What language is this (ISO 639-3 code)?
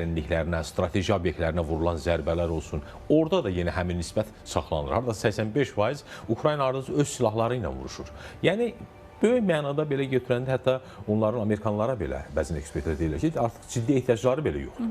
aze